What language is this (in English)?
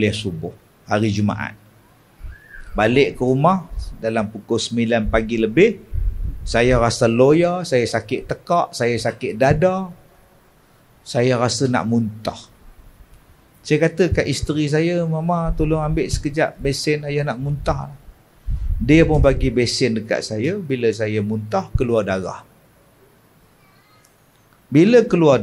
Malay